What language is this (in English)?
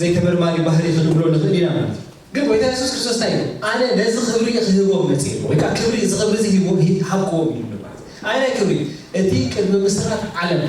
Tigrinya